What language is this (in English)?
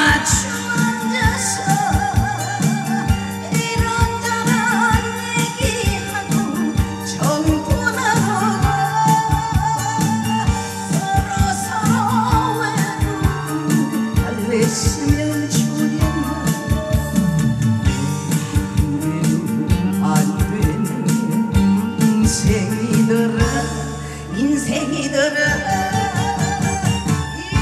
Korean